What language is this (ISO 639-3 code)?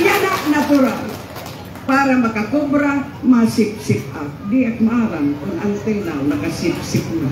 war